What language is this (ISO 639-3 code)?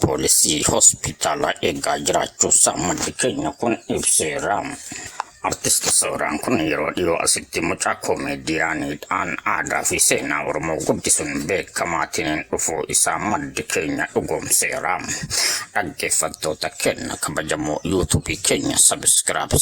orm